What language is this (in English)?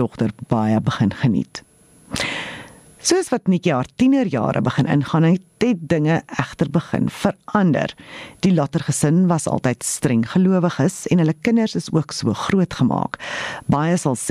Afrikaans